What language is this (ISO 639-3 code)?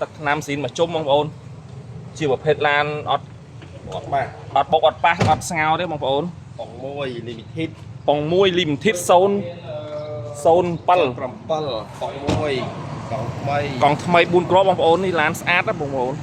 khm